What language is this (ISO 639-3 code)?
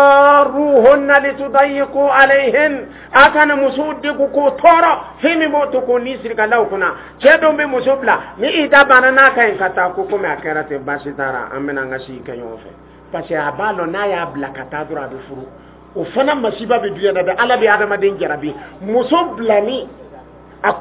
dyu